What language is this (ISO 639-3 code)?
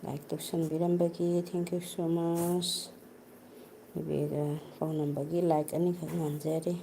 mni